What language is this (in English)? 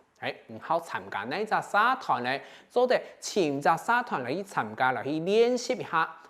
Hakka Chinese